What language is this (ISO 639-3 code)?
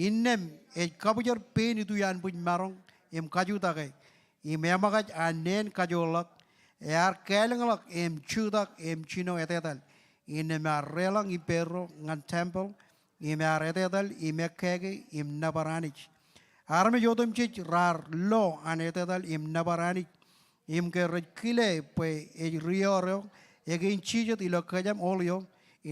mah